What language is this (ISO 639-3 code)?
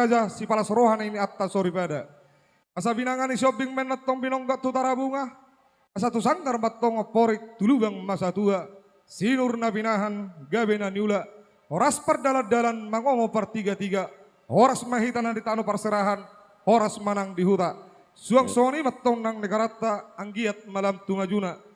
bbc